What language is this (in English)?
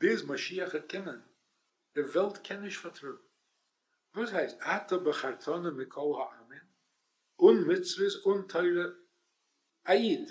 Yiddish